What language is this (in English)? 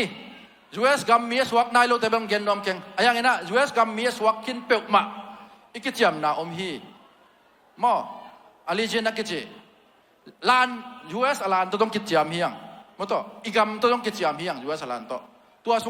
Tedim Chin